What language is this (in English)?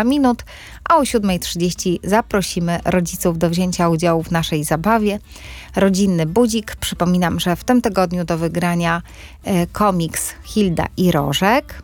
Polish